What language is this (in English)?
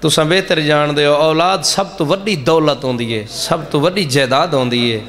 Saraiki